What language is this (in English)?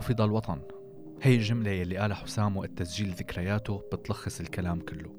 North Levantine Arabic